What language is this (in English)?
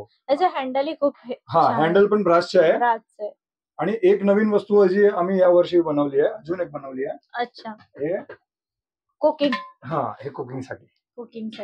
Marathi